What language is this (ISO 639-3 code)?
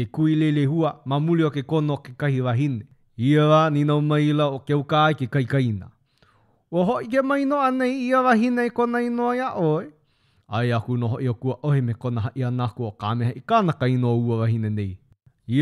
haw